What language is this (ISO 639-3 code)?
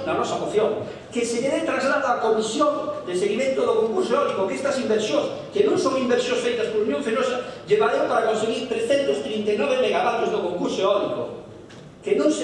glg